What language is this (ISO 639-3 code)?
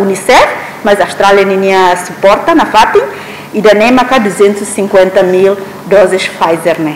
tet